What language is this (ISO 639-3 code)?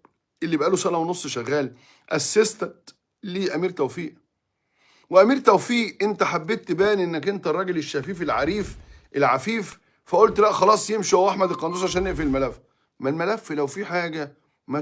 arz